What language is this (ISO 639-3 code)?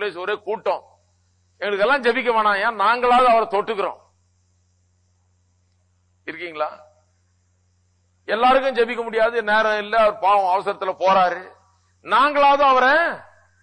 tam